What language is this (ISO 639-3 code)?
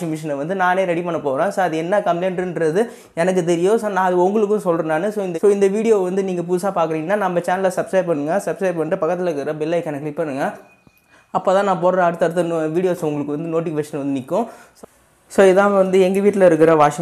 tam